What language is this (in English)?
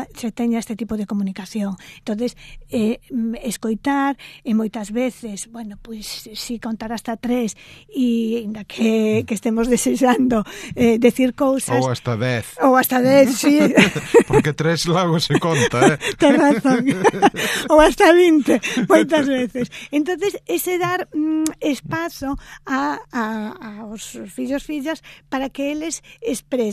Galician